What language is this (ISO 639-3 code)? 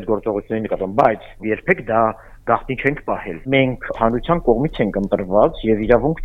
hye